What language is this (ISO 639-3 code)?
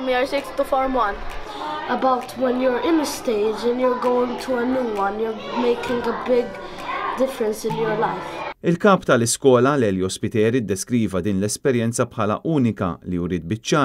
mlt